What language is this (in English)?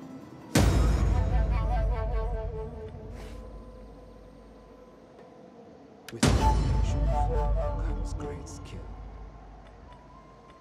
Vietnamese